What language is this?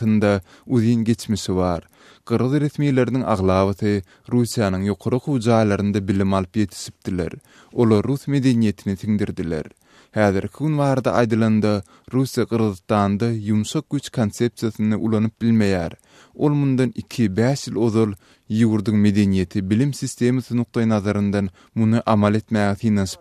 Turkmen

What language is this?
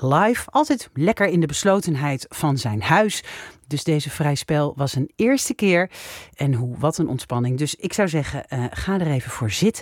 Dutch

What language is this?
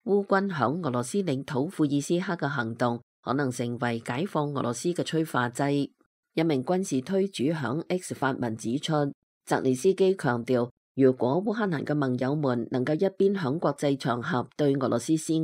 Cantonese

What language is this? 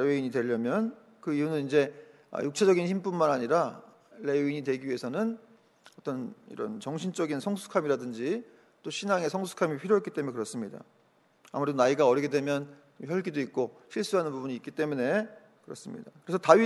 Korean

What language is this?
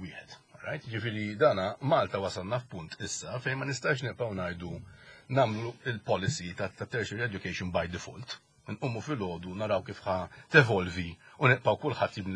Maltese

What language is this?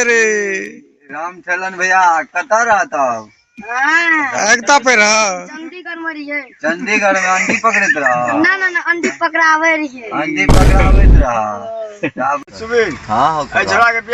Maithili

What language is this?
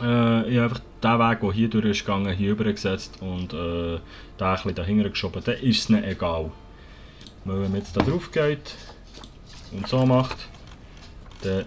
Swiss German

